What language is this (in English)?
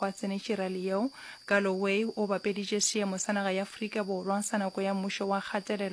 Northern Sotho